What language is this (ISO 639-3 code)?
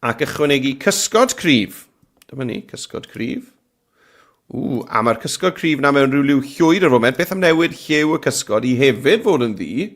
cym